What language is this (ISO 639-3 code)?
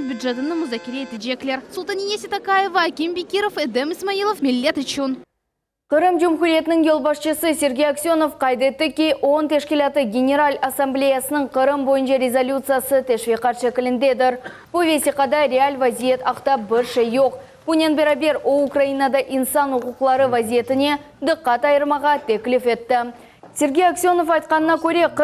crh